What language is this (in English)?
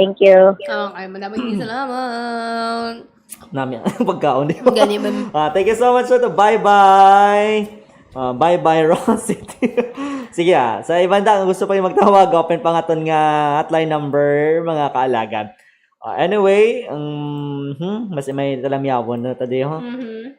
Hiligaynon